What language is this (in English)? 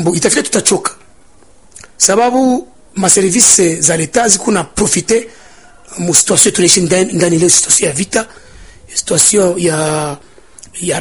Swahili